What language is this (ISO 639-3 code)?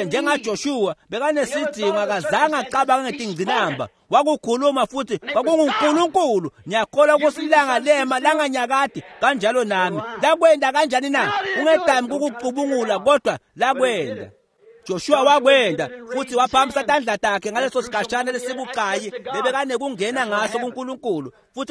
ssw